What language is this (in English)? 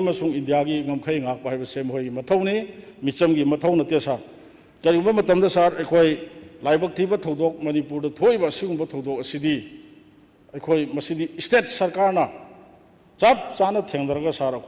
Manipuri